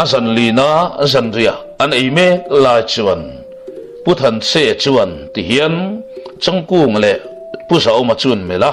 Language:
Mizo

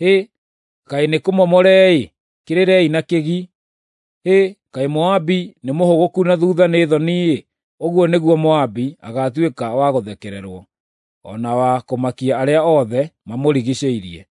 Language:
Kikuyu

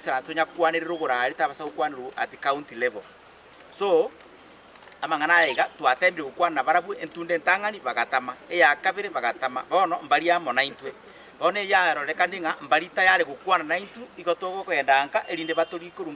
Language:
Gusii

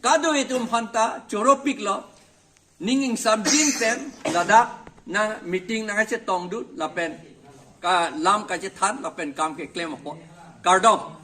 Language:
Karbi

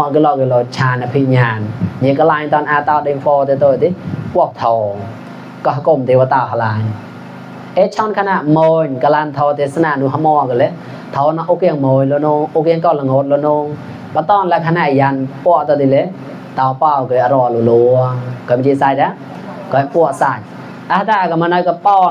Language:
Mon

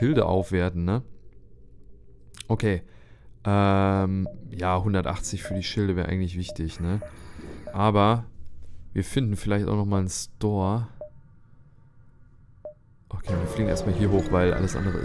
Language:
German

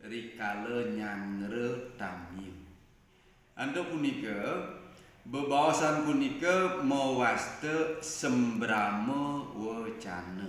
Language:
Balinese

